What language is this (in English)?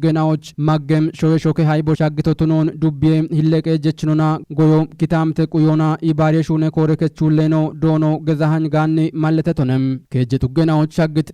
Kafa